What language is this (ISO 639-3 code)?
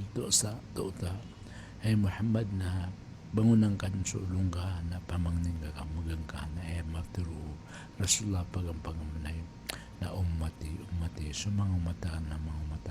mrw